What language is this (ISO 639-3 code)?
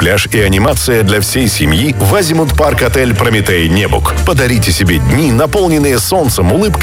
rus